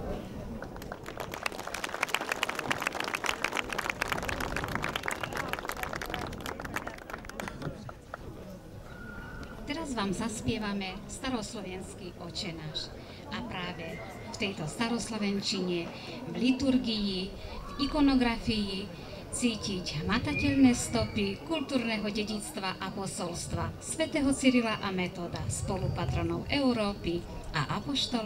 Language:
Slovak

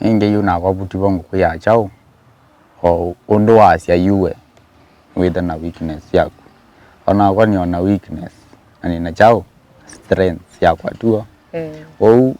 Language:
Kamba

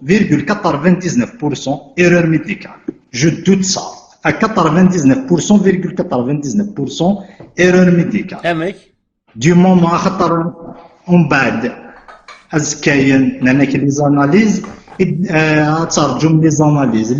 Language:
Kabyle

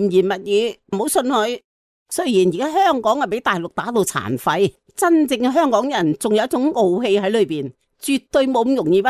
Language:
Cantonese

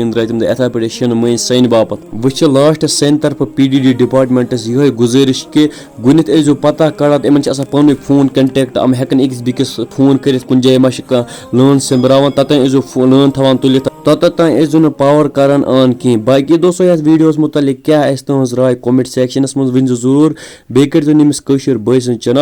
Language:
Kashmiri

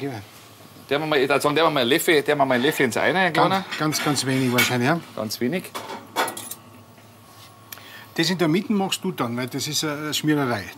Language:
German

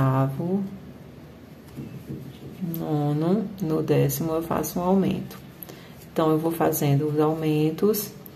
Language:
Portuguese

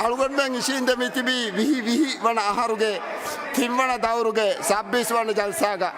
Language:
Divehi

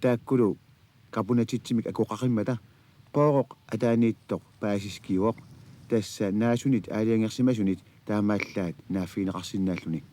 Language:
Kalaallisut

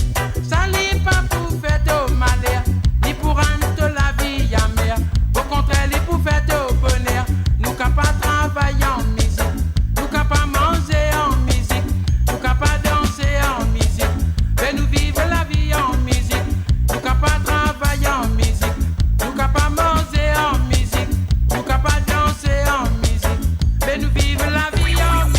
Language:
Morisyen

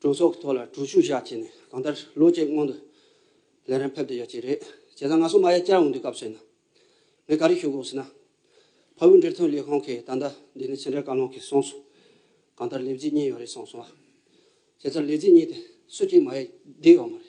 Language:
Tibetan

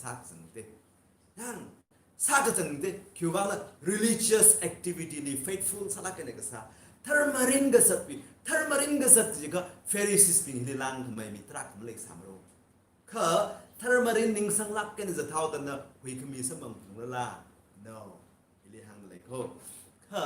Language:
Tangkhul Naga (India)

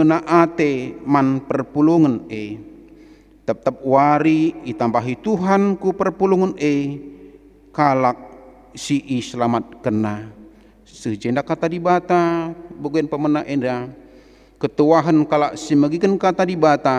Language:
Batak Karo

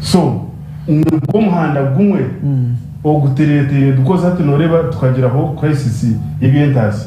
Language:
Nyankole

